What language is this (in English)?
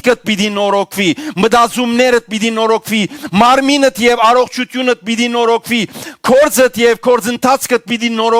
Western Armenian